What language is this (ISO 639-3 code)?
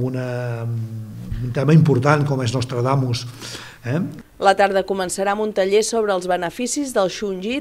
cat